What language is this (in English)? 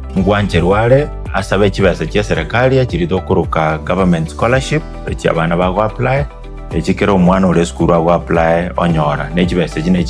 Gusii